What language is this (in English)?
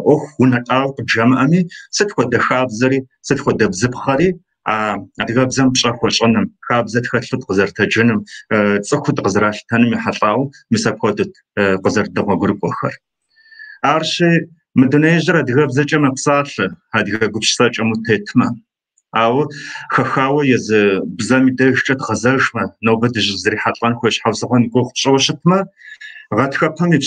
Kabardian